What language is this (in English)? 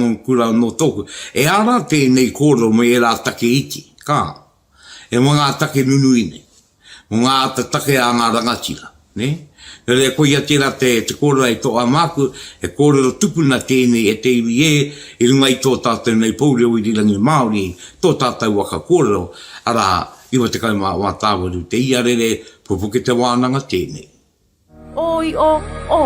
Māori